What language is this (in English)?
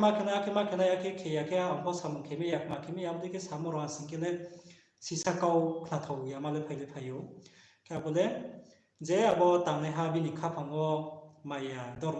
Riang (India)